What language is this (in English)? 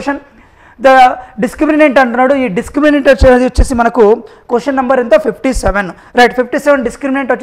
Telugu